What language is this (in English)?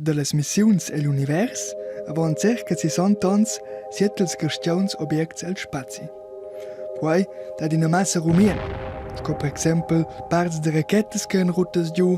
Romansh